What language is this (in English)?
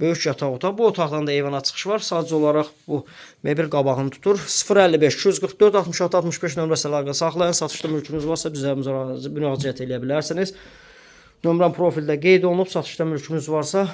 Azerbaijani